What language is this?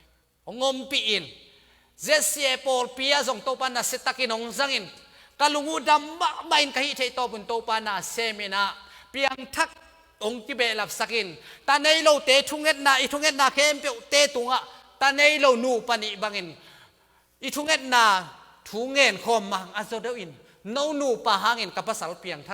Tedim Chin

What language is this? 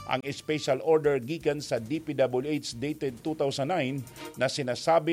Bikol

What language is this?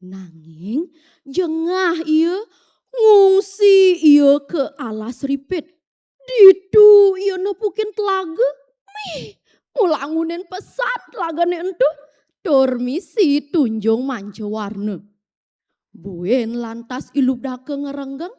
Balinese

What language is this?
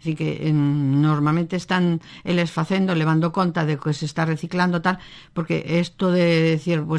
Galician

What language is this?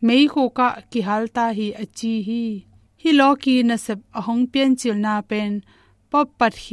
Tedim Chin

